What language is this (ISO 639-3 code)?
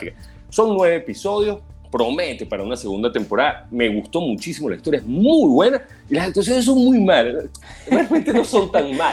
spa